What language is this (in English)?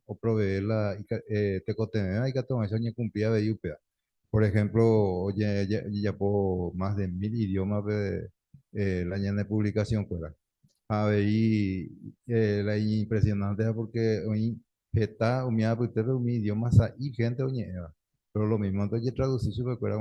Guarani